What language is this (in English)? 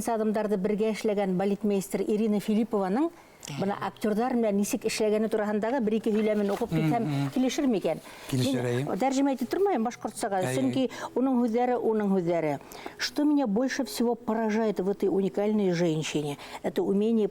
Bashkir